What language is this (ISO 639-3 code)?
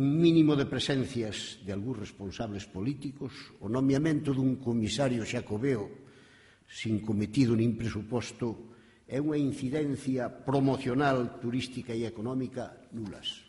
glg